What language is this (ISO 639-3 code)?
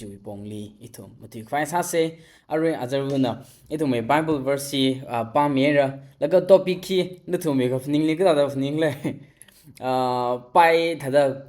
nmf